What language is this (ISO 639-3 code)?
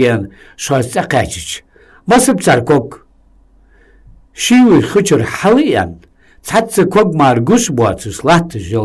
inh